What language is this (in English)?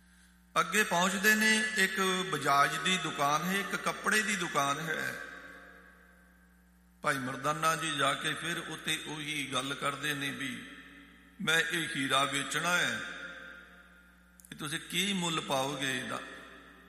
Punjabi